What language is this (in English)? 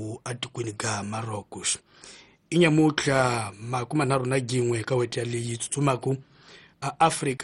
Tsonga